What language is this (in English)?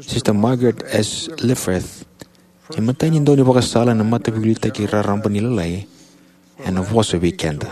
Fijian